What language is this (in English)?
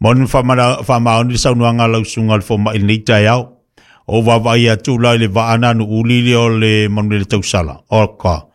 Samoan